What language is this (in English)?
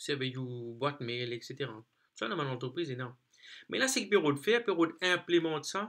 Morisyen